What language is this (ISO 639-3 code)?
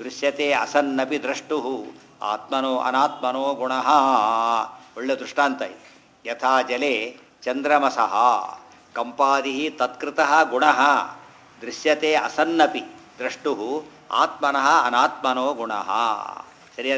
kan